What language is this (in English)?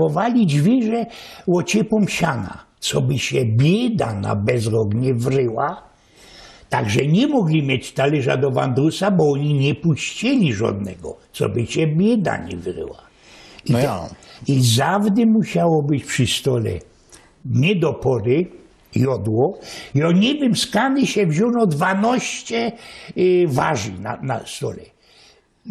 Silesian